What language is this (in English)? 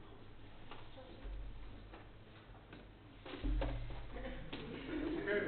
Hebrew